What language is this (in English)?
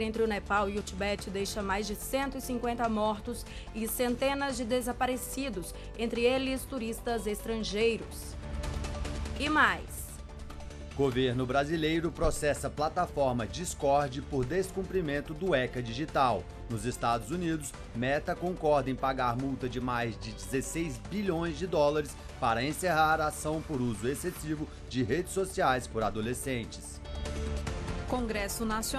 Portuguese